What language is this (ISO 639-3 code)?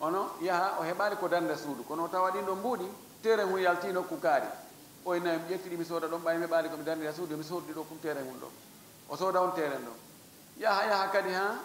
ful